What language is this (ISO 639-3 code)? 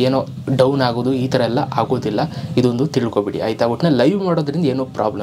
kan